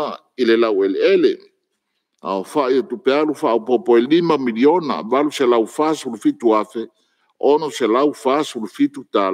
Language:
Samoan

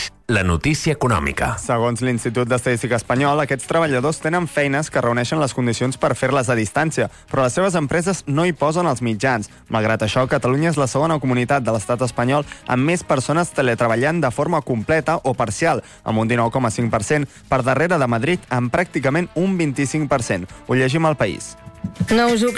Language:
Catalan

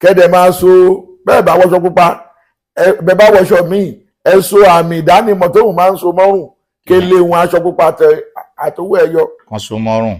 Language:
Yoruba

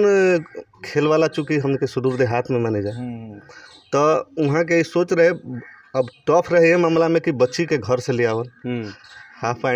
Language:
Bhojpuri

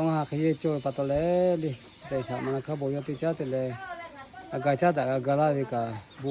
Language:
Lahu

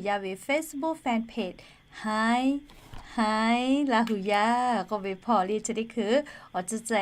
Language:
Lahu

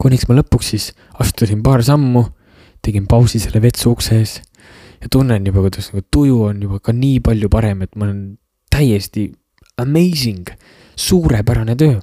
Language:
Estonian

